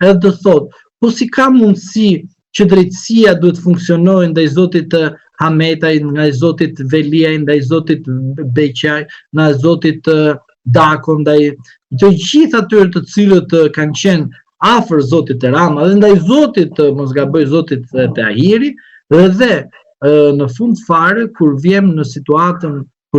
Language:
Albanian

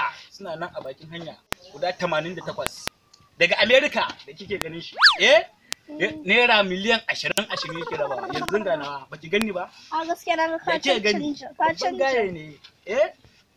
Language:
Hausa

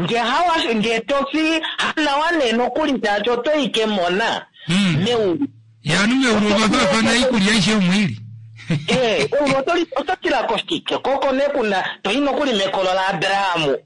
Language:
Kuanyama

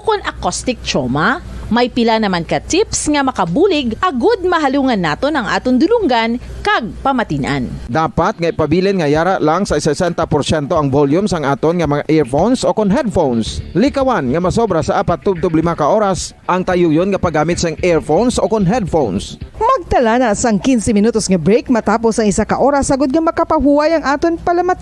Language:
Hiligaynon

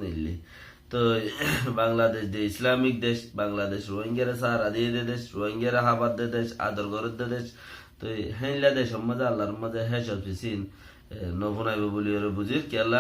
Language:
Rohingya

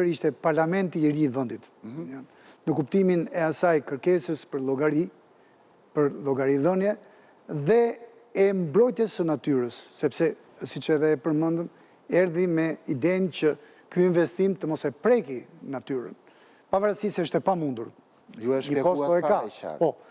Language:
Albanian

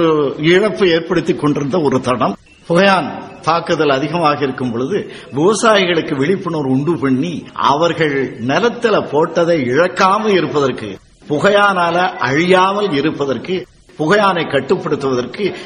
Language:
Tamil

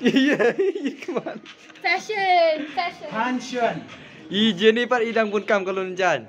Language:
Khasi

